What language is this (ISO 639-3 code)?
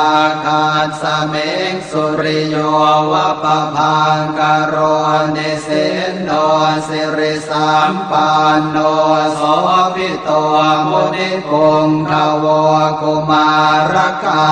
pli